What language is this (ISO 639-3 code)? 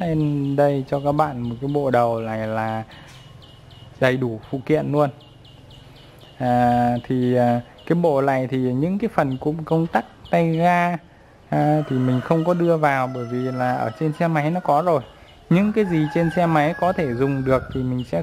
vie